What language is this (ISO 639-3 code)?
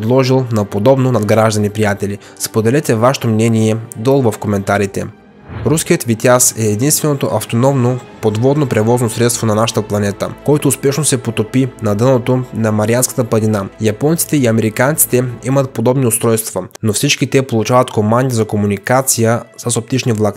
bul